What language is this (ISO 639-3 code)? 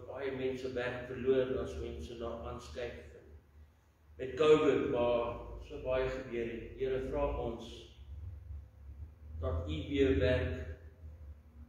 afr